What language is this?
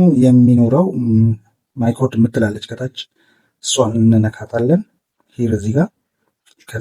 Amharic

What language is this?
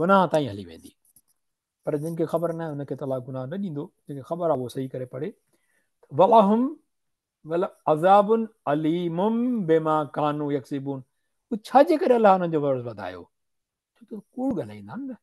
Sindhi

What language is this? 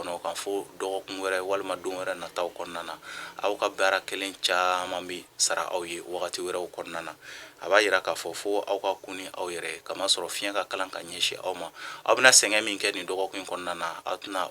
Bambara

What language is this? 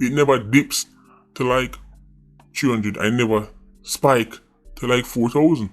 Jamaican Creole English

